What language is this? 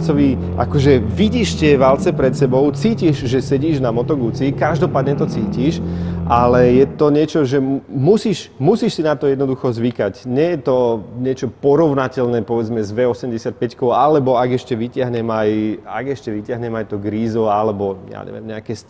Slovak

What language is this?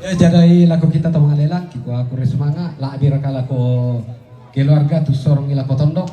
Toraja-Sa'dan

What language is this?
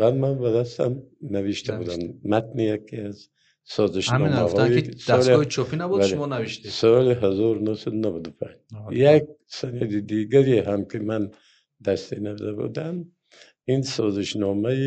Tajik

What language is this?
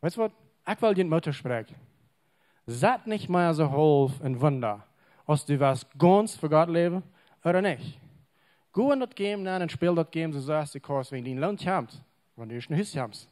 Plautdietsch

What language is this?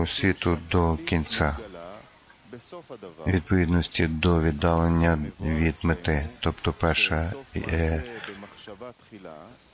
Ukrainian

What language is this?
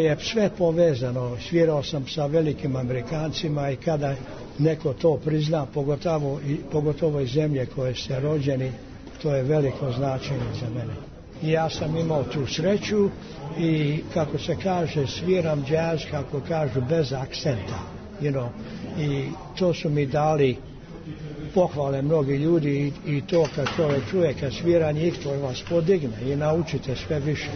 Serbian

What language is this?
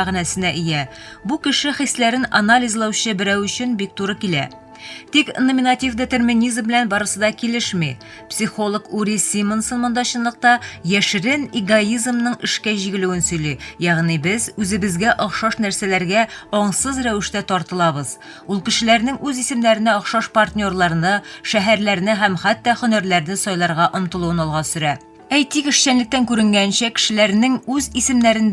Tatar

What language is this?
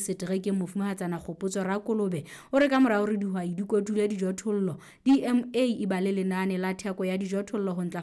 Southern Sotho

